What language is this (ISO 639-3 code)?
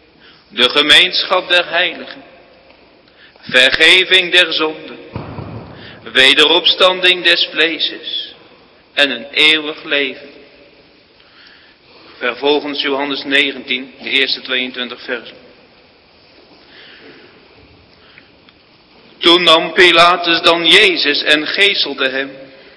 nld